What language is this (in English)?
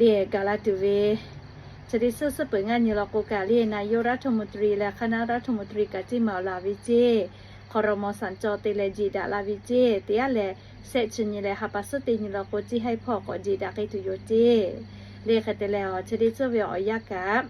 Lahu